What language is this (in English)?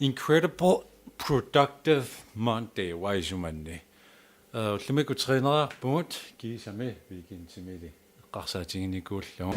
Kalaallisut